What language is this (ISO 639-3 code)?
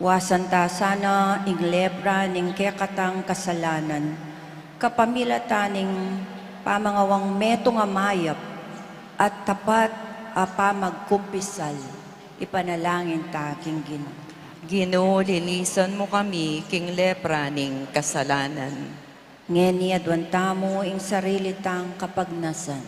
pam